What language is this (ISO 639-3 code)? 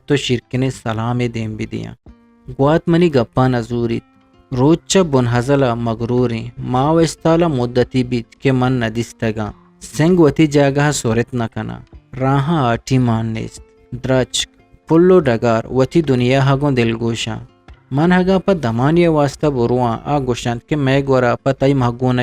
bgp